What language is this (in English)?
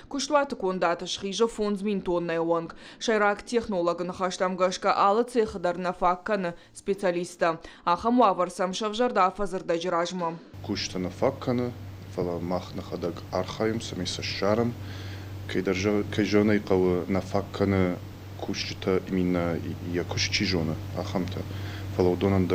Ossetic